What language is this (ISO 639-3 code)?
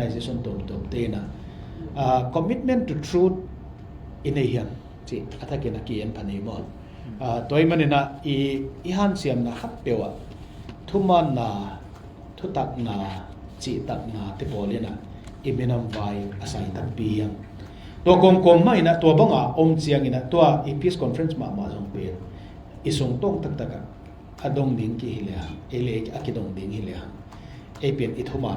ctd